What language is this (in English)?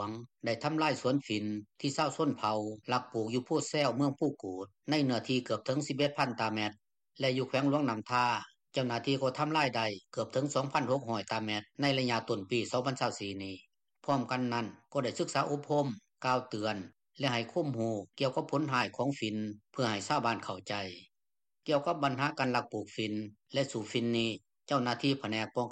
Lao